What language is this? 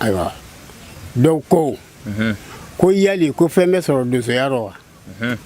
Bambara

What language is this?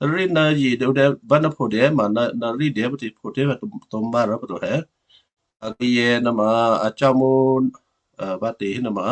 Western Kayah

